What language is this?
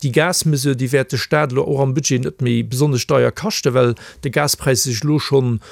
Luxembourgish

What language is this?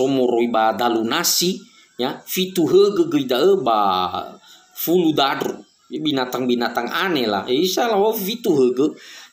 Nias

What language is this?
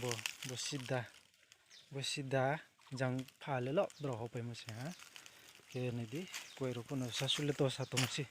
Riang (India)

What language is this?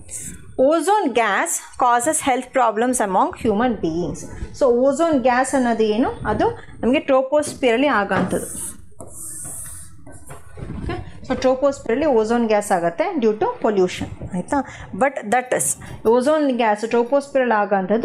Kannada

